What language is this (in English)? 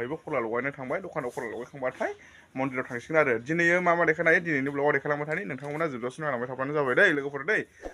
Bodo